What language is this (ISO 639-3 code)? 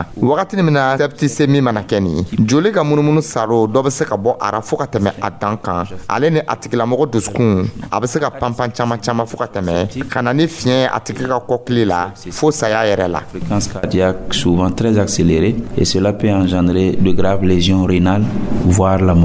dyu